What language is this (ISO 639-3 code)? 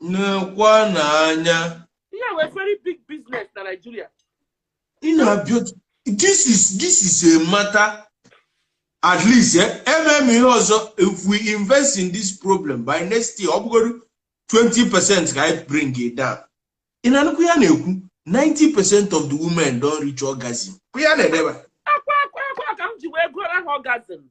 ibo